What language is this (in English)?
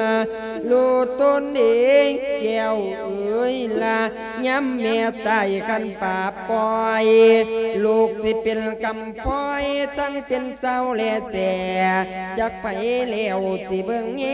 Lao